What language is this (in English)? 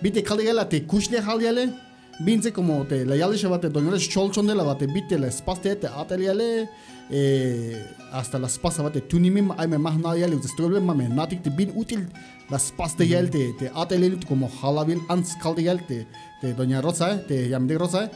Tzeltal